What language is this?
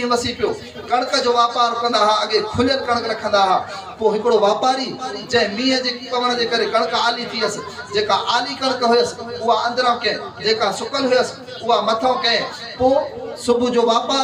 Sindhi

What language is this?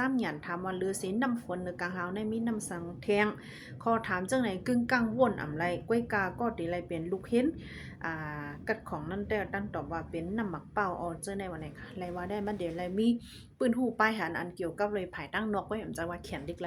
Shan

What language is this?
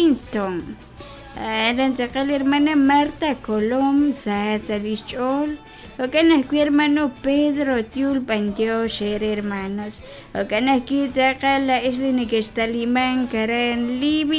Kekchí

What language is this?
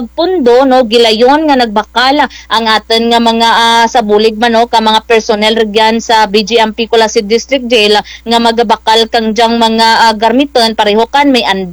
Kinaray-a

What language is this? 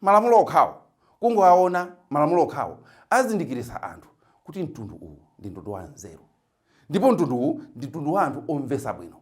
Nyanja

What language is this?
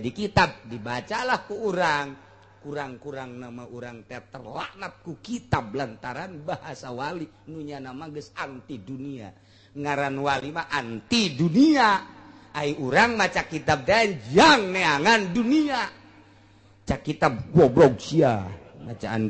Sundanese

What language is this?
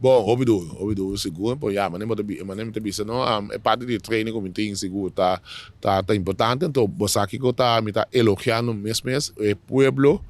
Papiamento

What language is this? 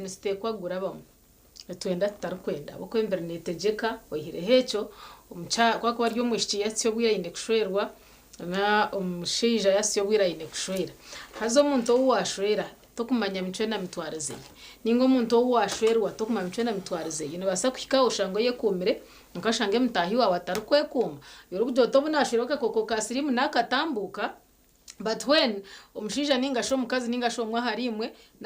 Nyankole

